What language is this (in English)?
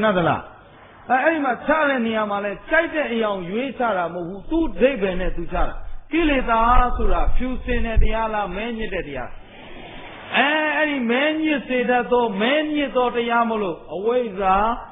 Burmese